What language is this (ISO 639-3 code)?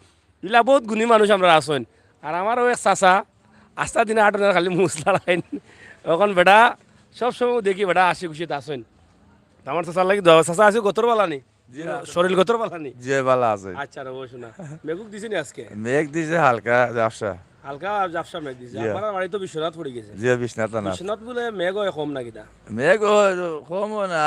syl